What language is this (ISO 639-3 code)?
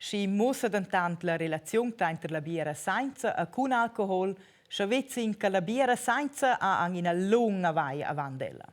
roh